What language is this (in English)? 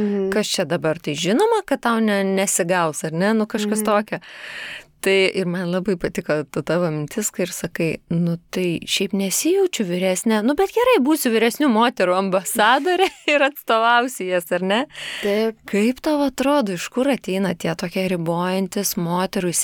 Lithuanian